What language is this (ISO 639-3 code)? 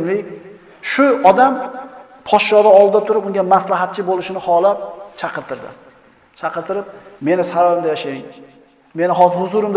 uzb